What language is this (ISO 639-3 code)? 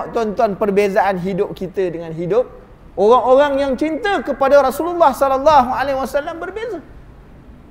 msa